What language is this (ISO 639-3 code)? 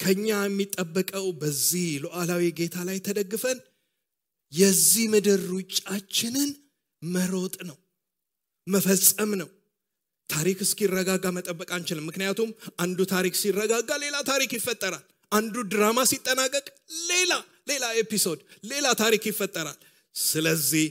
amh